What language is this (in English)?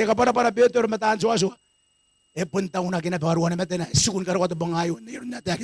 Gilbertese